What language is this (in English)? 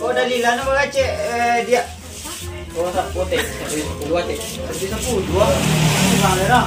Minangkabau